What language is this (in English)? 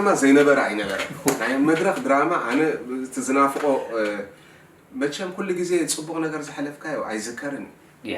Tigrinya